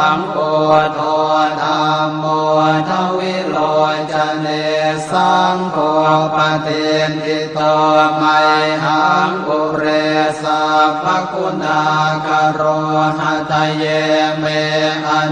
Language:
Pali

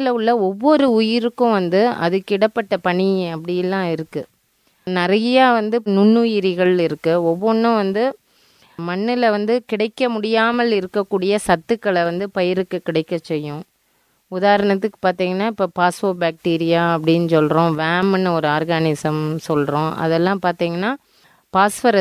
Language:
Tamil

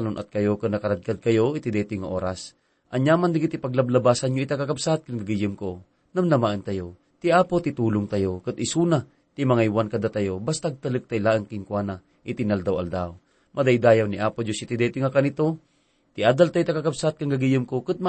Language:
Iloko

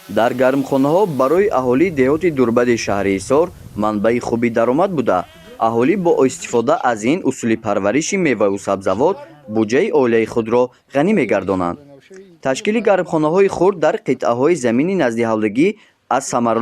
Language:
Tajik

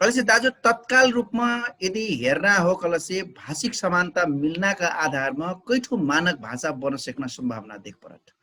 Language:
Dangaura Tharu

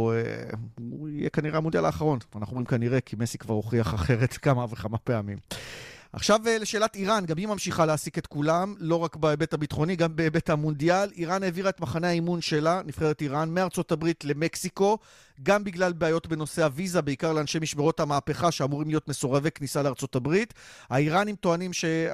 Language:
Hebrew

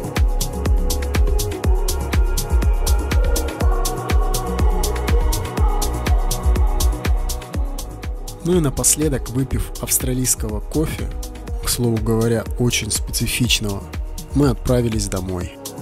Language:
Russian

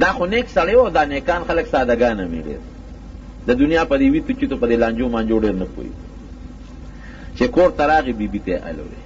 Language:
Pashto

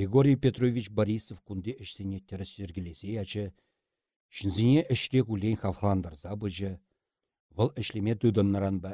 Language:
Chuvash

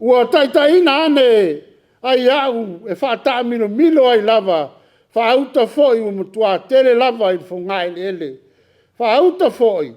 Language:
Samoan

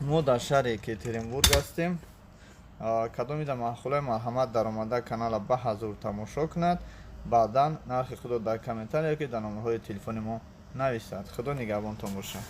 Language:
Tajik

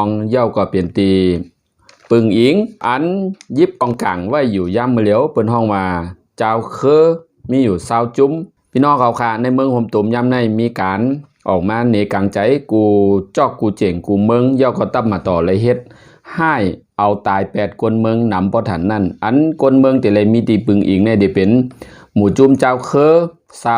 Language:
Shan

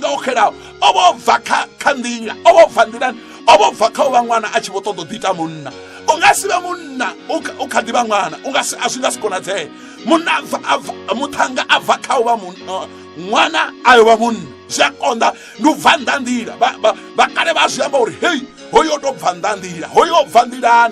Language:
Venda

